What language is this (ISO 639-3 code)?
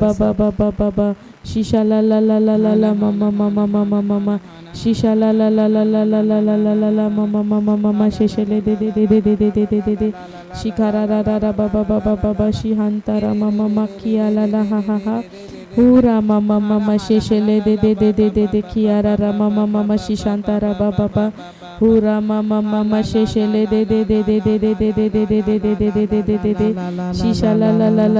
kdh